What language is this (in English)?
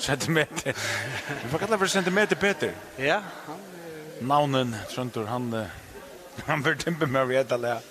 Faroese